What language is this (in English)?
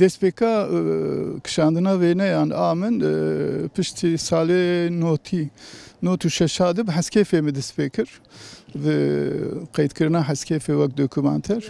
Kurdish